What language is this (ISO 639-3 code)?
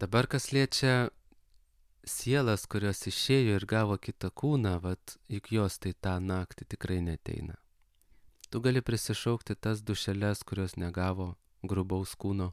lit